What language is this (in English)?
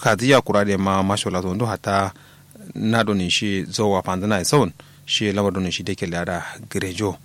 Kanuri